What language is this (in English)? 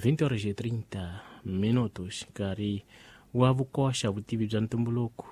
Tsonga